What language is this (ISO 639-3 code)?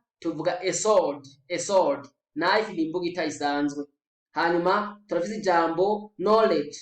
run